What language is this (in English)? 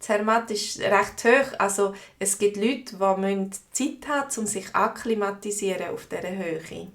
Swiss German